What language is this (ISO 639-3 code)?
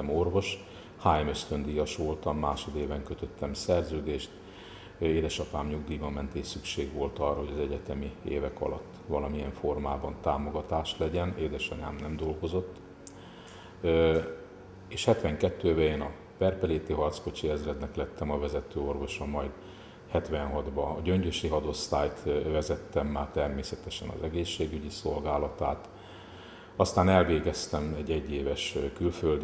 hun